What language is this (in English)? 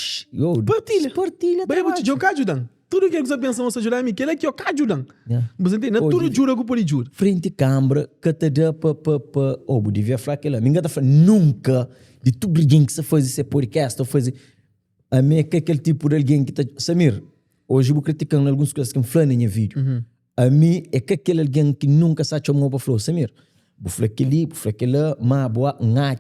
Kabuverdianu